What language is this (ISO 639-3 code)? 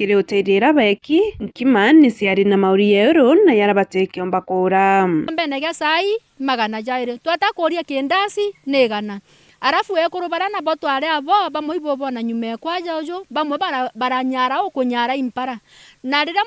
mer